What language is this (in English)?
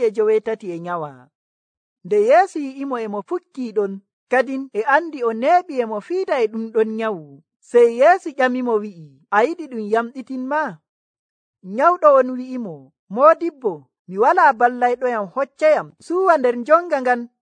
Nigerian Fulfulde